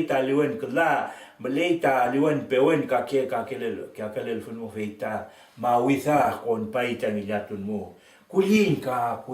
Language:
Mapuche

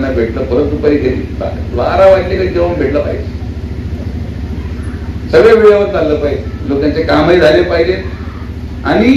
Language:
Marathi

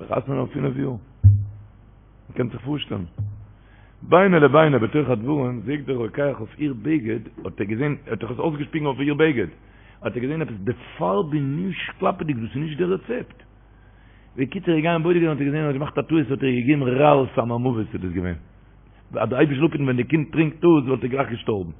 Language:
Yiddish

